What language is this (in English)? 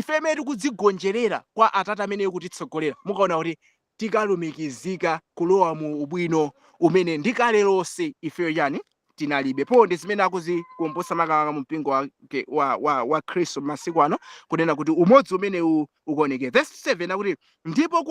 Nyanja